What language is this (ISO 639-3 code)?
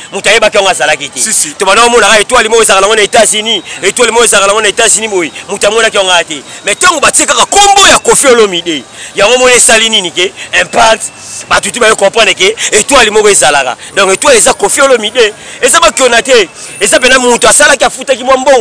lin